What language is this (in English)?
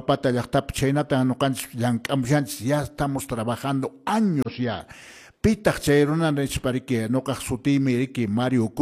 Quechua